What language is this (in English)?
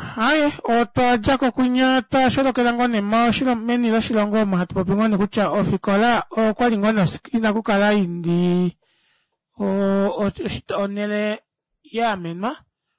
Kuanyama